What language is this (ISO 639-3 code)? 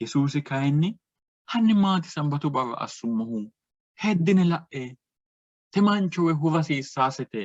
sid